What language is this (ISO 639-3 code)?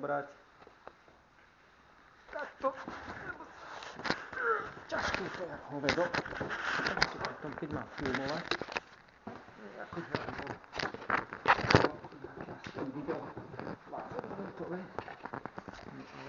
slk